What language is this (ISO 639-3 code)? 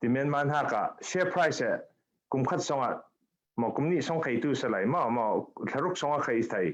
cfm